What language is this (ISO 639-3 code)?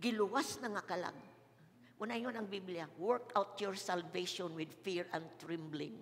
ceb